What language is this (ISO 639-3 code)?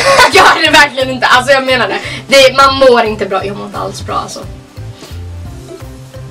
swe